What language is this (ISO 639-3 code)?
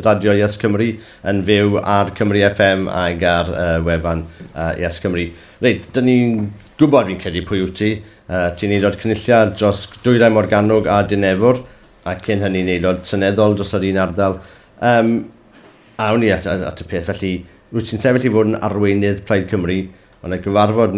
cym